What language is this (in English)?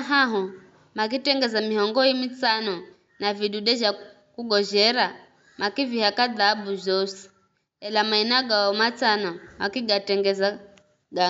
Giryama